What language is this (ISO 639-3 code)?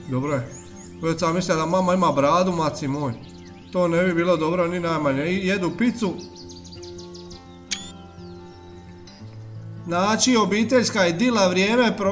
hrv